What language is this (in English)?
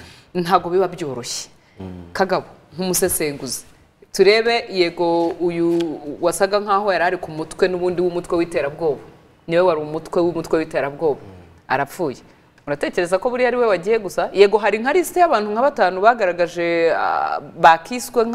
Kinyarwanda